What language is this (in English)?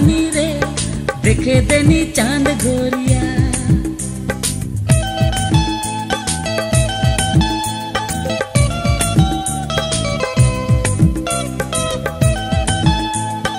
Sadri